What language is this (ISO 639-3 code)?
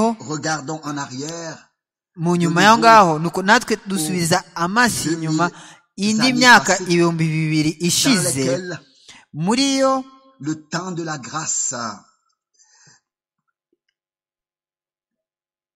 kin